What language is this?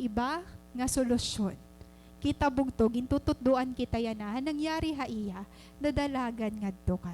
Waray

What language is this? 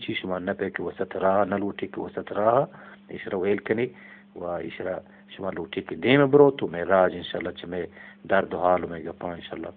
Eastern Balochi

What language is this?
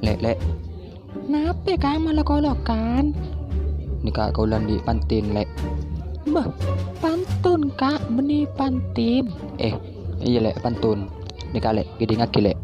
Madurese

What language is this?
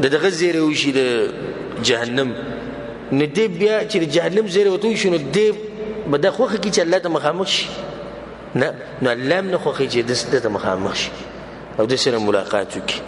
Pashto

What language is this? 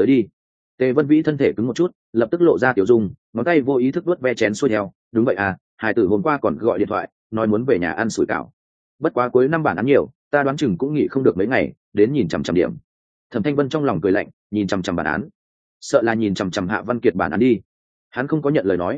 Vietnamese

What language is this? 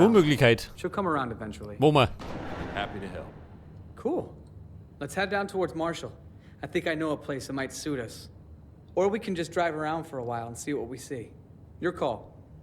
Bavarian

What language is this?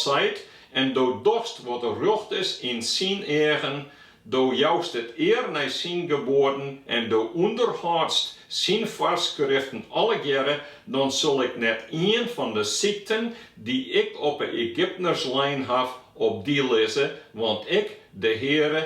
Western Frisian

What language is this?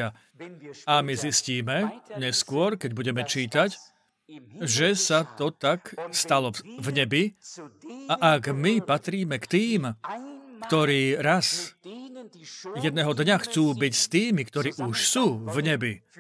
Slovak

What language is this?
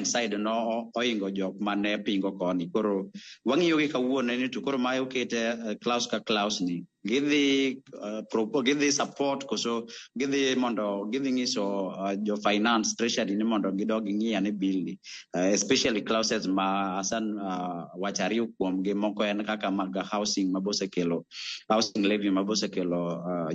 Luo (Kenya and Tanzania)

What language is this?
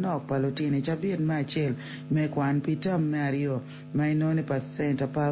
Acoli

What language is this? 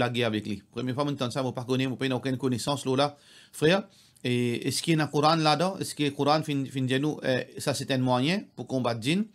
Morisyen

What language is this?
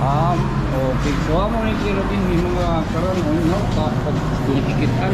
Waray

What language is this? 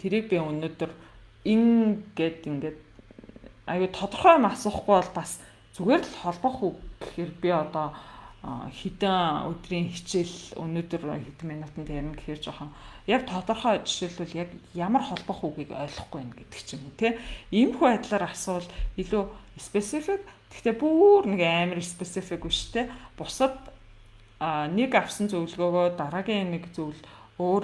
Mongolian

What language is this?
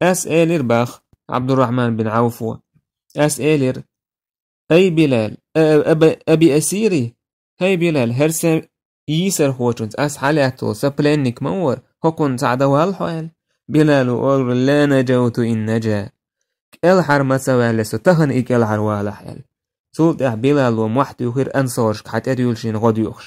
Chechen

